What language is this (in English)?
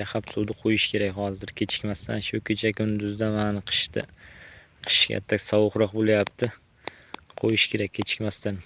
Uzbek